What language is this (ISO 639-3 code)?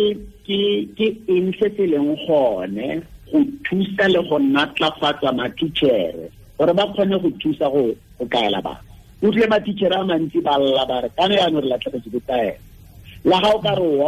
tsn